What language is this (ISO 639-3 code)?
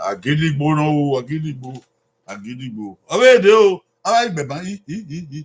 bin